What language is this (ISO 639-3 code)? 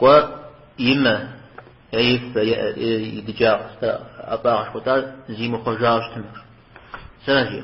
kbd